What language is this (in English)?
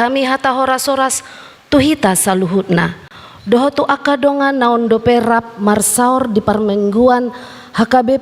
Batak Toba